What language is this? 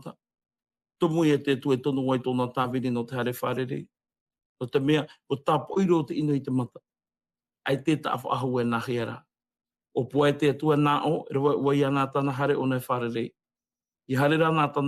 Tahitian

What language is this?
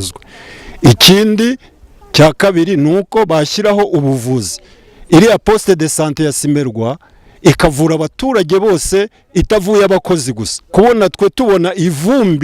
Kinyarwanda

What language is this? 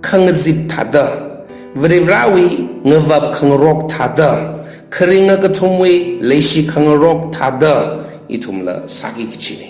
Tangkhul Naga (India)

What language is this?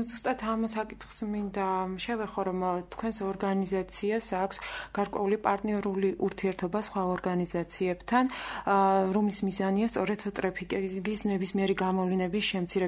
Georgian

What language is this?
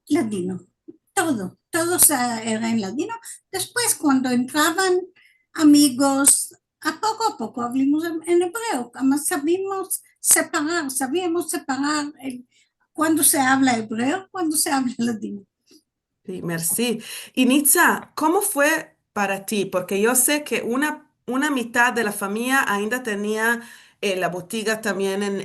Ladino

